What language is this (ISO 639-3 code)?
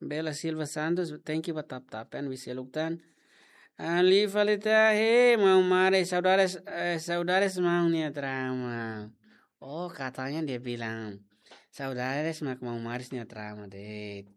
tet